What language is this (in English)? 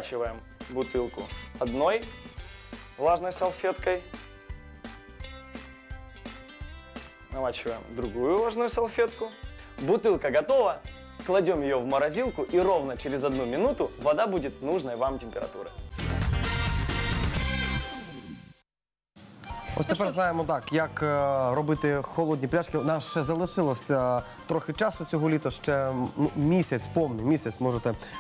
Ukrainian